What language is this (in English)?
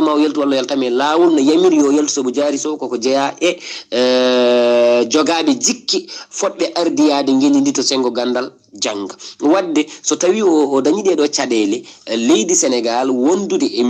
Fula